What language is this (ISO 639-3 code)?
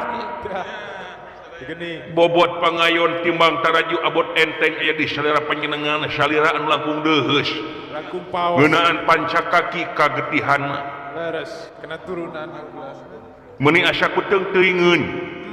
sun